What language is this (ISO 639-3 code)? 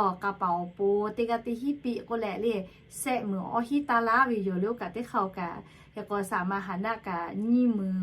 lhu